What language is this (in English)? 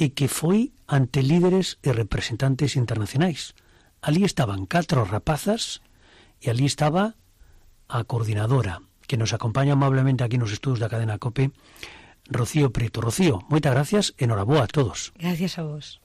Galician